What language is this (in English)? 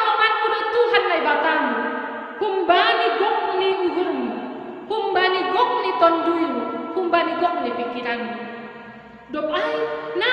Batak Simalungun